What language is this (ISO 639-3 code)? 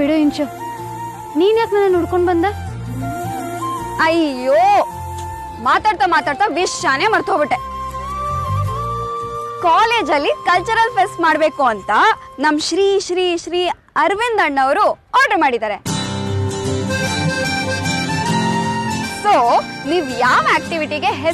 kan